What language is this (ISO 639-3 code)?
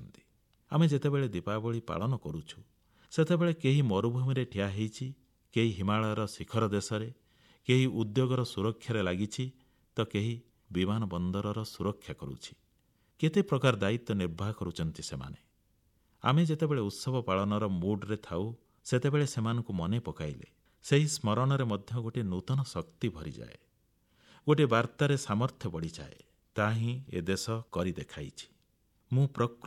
ori